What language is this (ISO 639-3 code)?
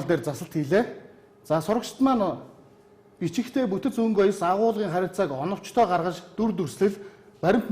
mon